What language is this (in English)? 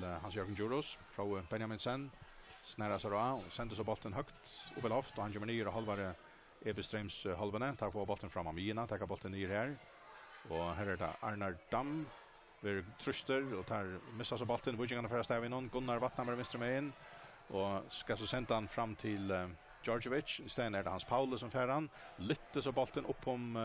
Faroese